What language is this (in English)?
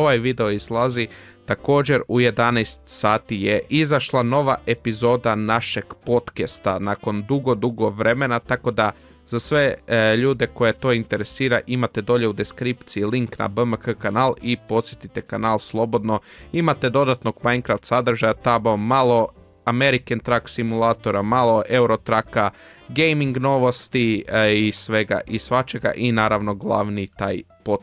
Croatian